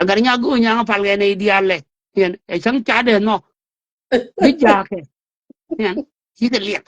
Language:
Nuer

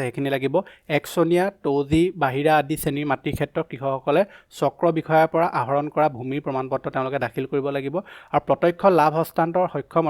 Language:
Assamese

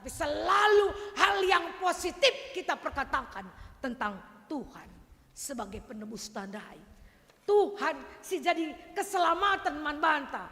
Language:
Batak Karo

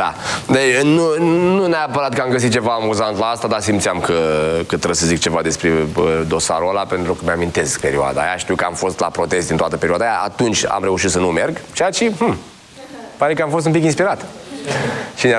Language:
Romanian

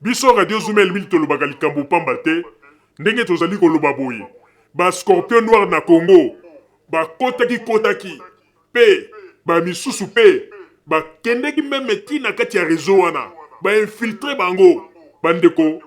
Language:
Lingala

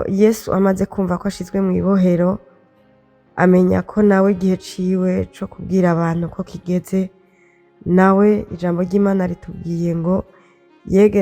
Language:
Rundi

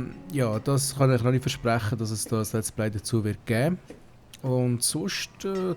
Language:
Swiss German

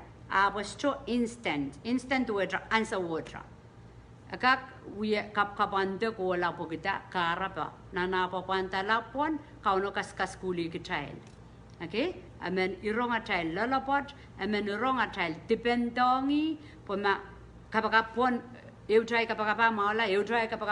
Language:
Pohnpeian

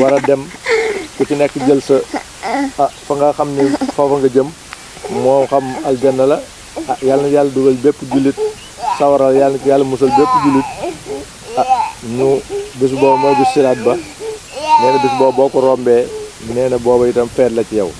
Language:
Wolof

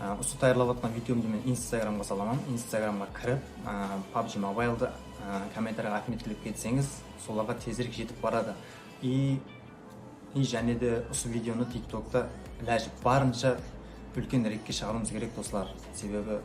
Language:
Kara-Kalpak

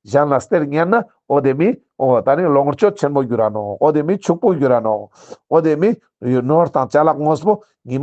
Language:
Ladakhi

